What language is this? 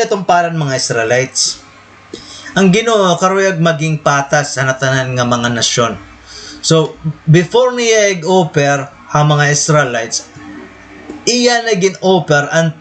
Waray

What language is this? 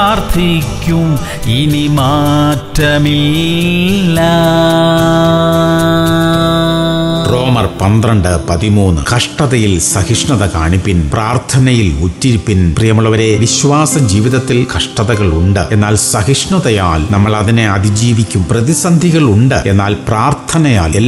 Malayalam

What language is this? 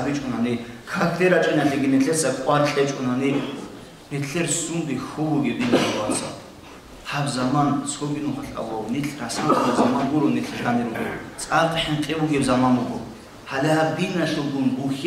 Avaric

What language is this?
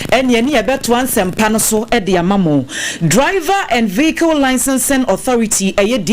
Akan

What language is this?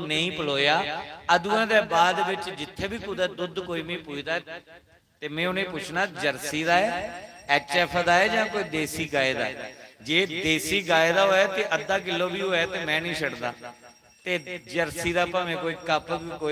Dogri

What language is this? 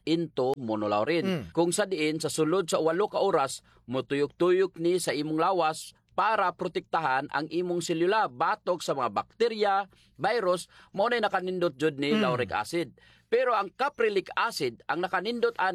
Cebuano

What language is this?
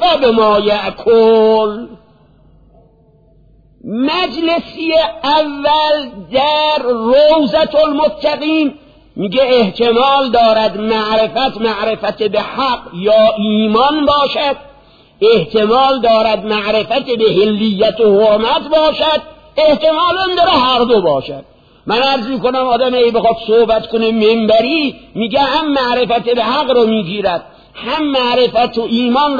Persian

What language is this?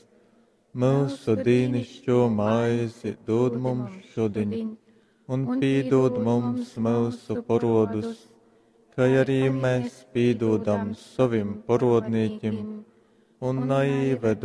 Latgalian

